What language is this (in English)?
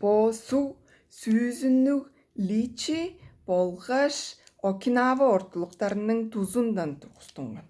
Tuvinian